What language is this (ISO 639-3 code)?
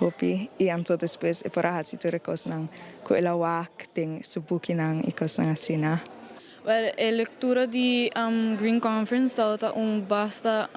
pap